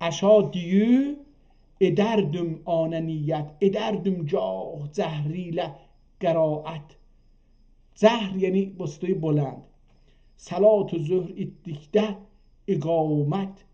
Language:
South Azerbaijani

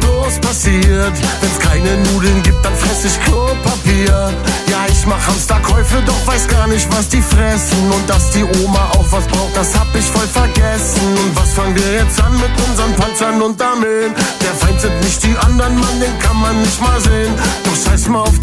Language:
German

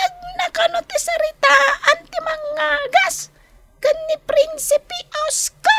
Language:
Iloko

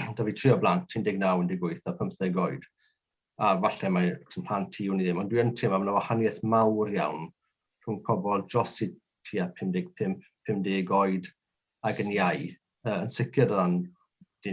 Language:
Welsh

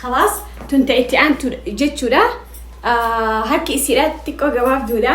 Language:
Oromo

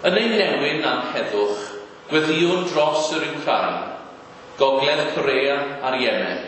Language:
Welsh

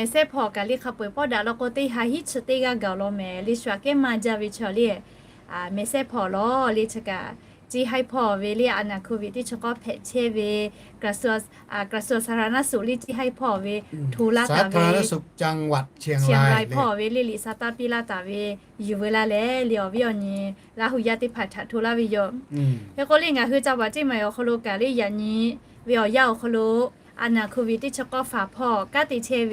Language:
Lahu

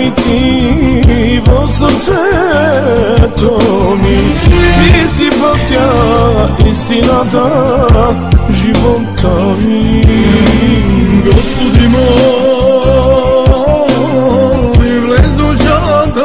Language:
Bulgarian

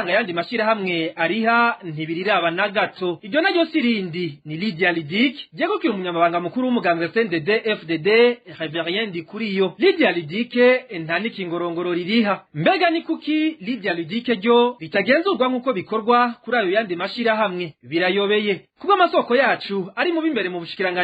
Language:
Rundi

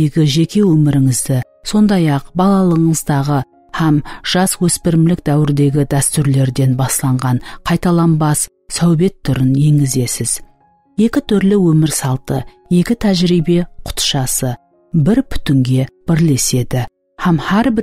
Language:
Kara-Kalpak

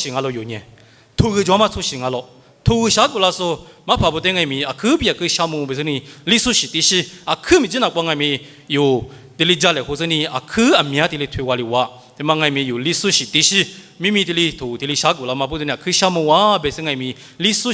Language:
Lisu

